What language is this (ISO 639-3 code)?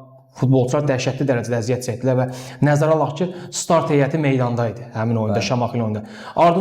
aze